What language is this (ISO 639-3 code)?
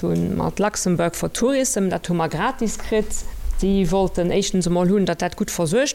ltz